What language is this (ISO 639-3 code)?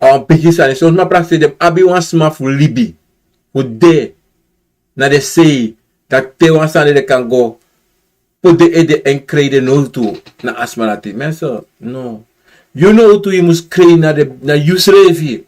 srn